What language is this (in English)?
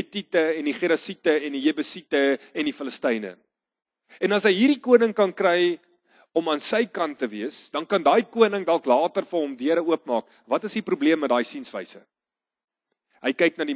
Afrikaans